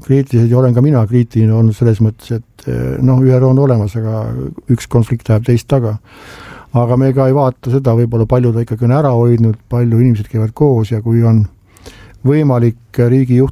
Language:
Estonian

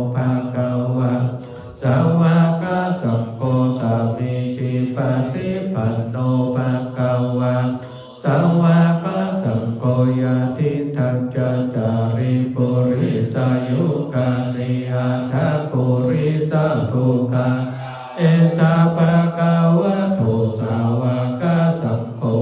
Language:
Pali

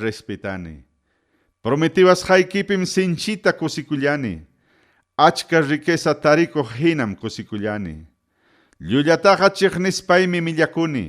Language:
Ayacucho Quechua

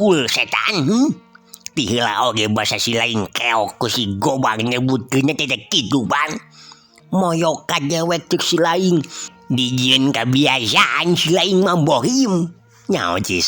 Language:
Sundanese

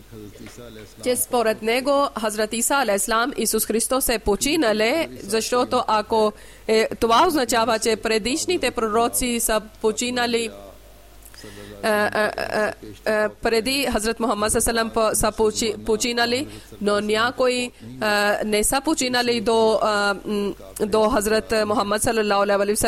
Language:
Bulgarian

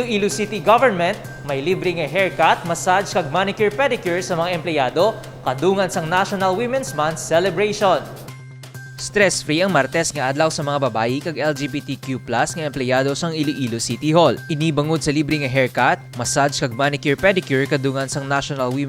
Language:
Hiligaynon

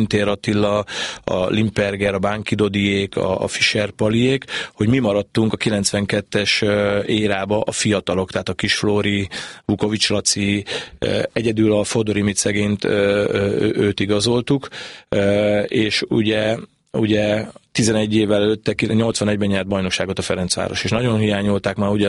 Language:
Hungarian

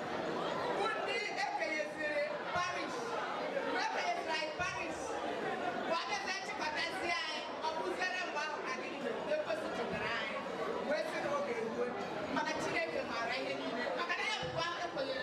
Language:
Igbo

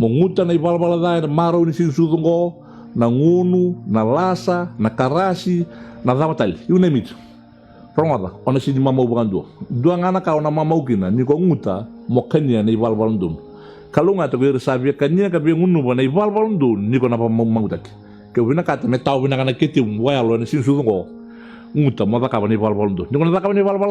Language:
Fijian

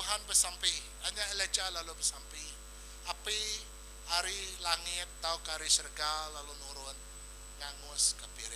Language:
Iban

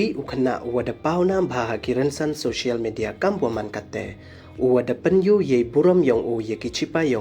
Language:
Pnar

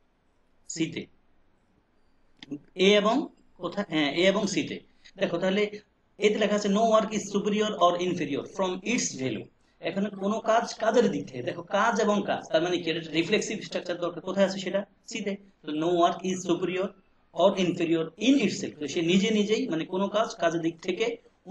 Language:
Bangla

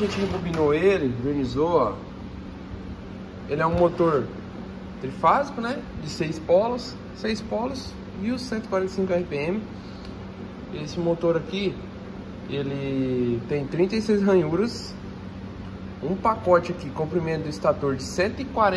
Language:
Portuguese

